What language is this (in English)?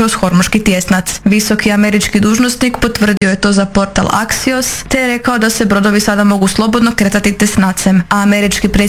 Croatian